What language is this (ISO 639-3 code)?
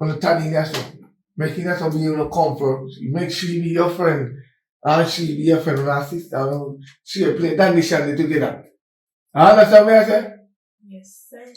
jam